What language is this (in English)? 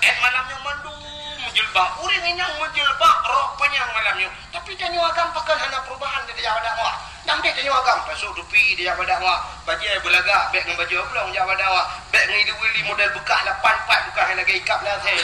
Achinese